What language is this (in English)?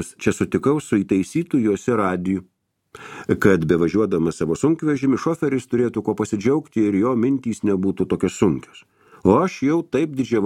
Lithuanian